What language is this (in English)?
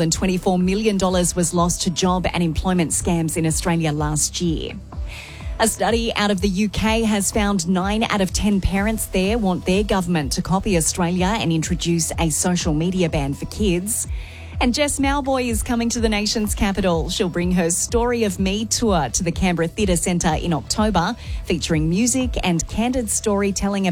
English